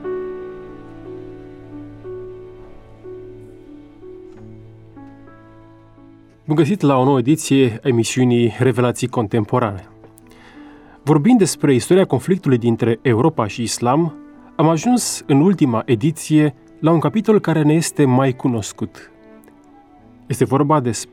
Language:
Romanian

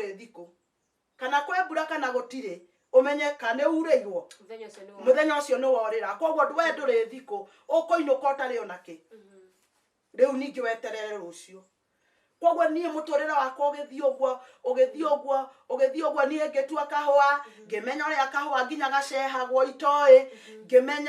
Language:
Kikuyu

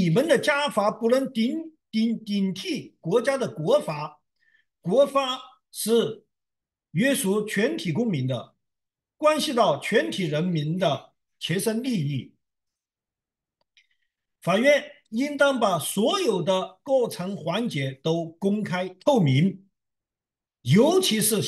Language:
Chinese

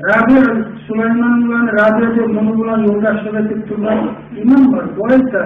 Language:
Kumyk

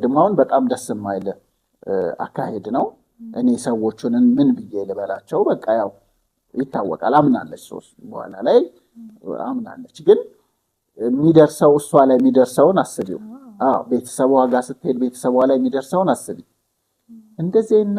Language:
Amharic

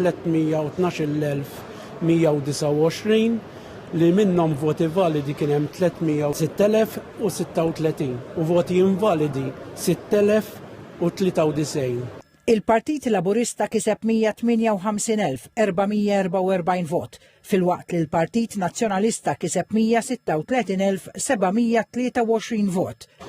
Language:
Maltese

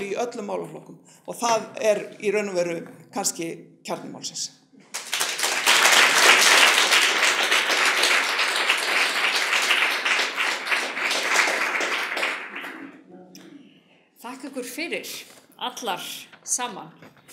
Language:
Icelandic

